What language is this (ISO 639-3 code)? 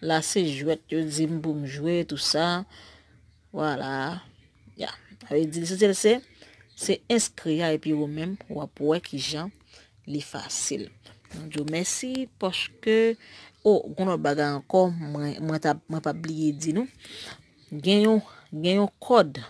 hat